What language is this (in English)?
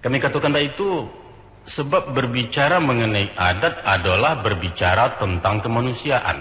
Minangkabau